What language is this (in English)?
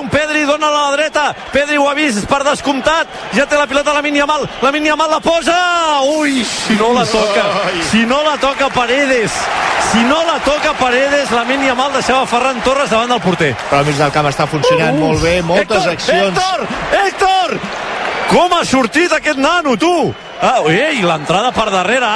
Catalan